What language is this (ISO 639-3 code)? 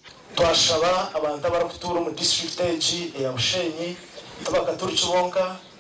nyn